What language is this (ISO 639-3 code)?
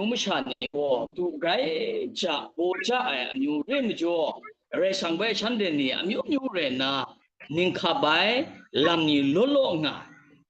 kac